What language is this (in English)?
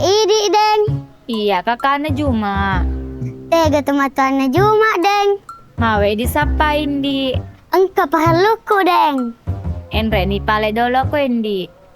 Buginese